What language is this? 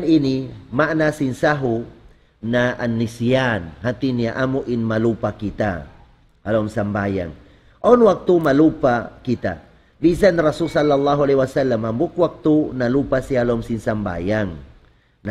Tausug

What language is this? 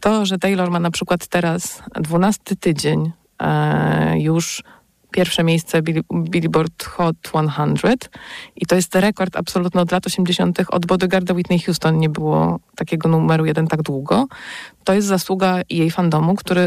Polish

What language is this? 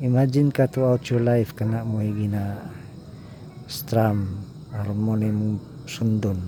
Cebuano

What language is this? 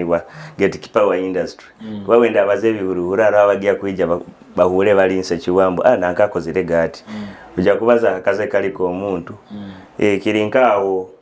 Nyoro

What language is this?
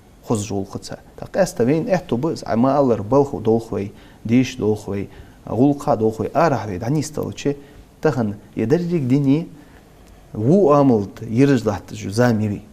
Ingush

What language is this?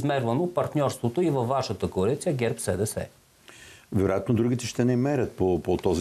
Bulgarian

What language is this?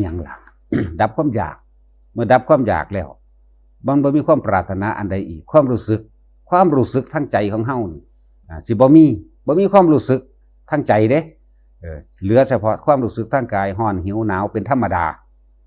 Northeastern Thai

